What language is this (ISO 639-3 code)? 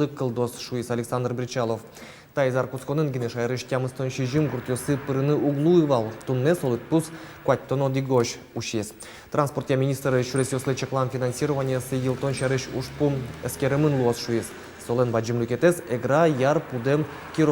udm